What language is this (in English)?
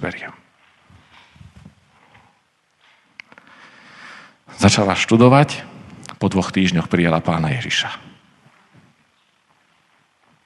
Slovak